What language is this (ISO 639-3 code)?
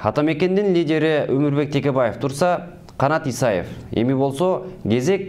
kir